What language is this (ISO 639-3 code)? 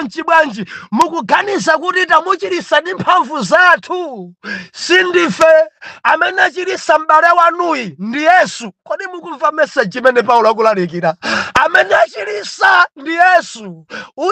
nya